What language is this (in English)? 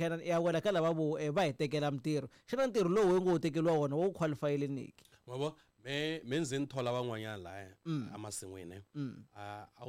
Tsonga